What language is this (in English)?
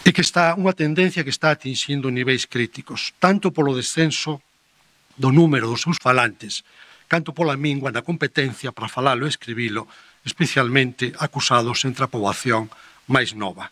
Galician